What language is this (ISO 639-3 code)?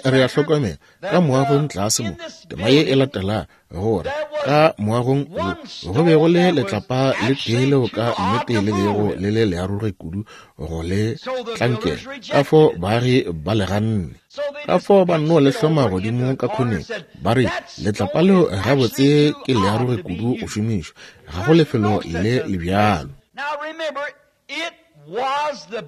nso